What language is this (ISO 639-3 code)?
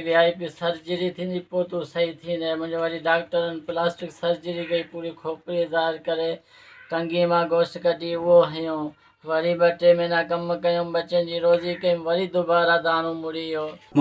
snd